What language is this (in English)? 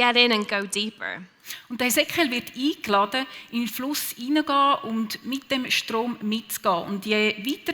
Swiss German